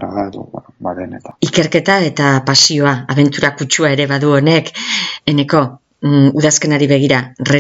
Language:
Basque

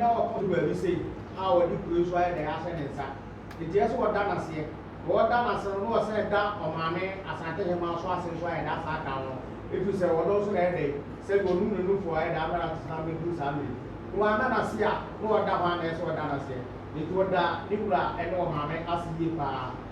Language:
Akan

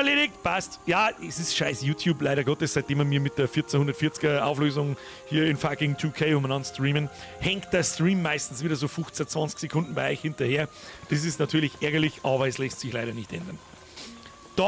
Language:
Bavarian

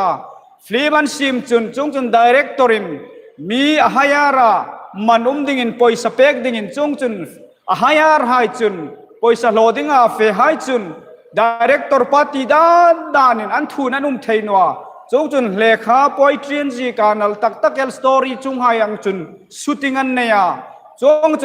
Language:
Hmar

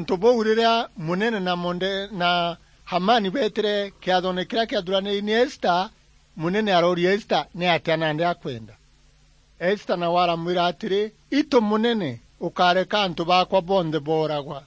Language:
Meru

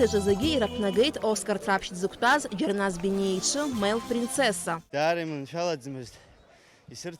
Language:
Abkhazian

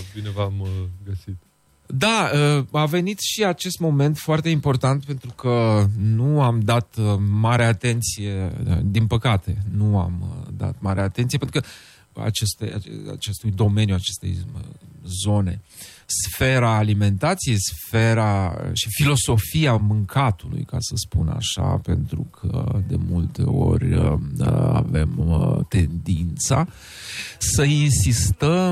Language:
Romanian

